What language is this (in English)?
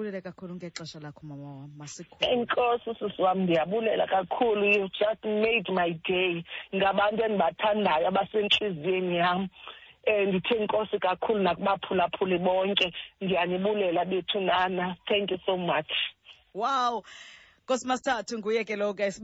Xhosa